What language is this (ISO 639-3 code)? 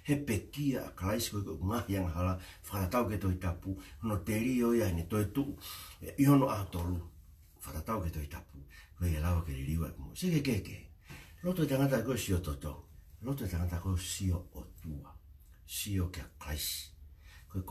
ton